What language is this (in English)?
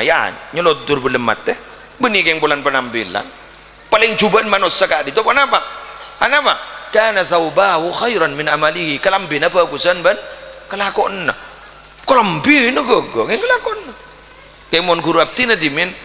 Madurese